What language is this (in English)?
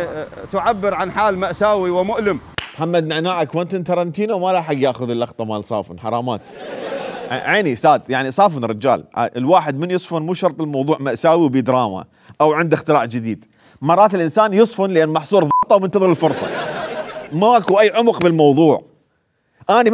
Mesopotamian Arabic